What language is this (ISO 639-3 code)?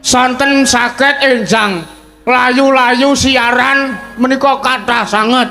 jav